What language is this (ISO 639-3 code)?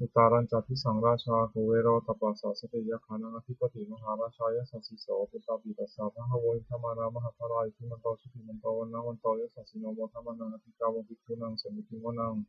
pli